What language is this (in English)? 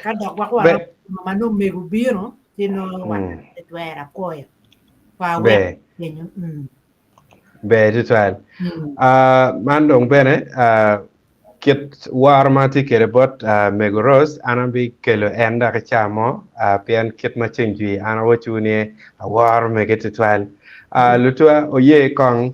Acoli